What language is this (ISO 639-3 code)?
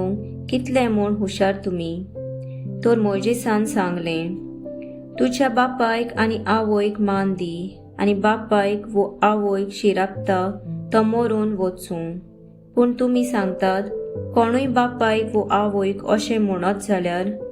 kok